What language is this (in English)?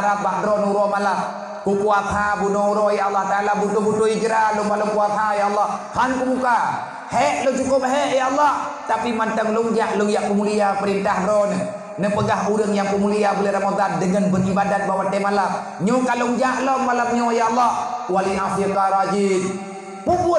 Achinese